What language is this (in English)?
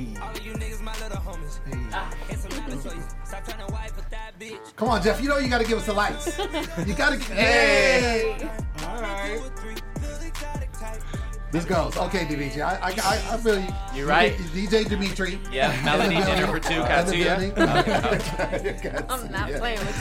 English